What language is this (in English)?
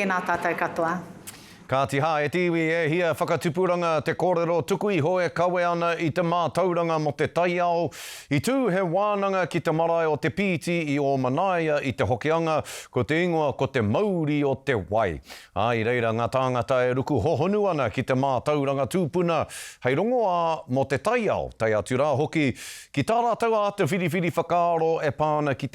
Māori